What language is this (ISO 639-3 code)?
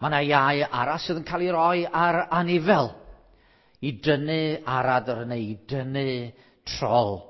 cym